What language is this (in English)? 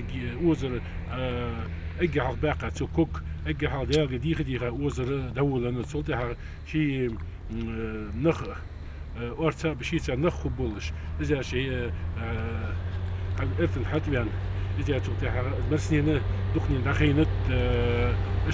Ingush